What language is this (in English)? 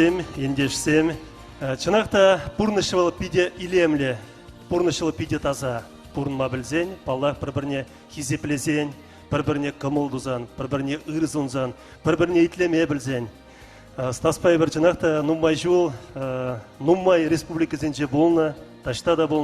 Chuvash